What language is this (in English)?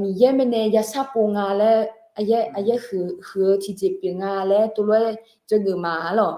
Akha